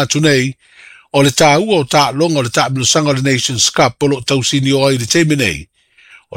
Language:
Samoan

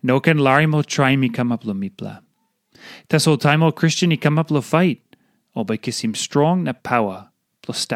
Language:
Tok Pisin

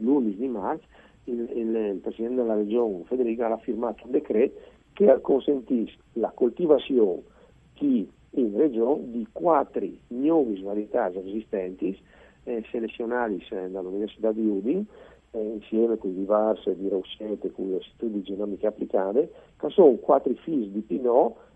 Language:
Friulian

